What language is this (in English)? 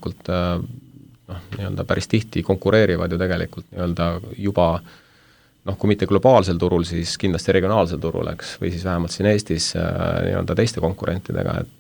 Estonian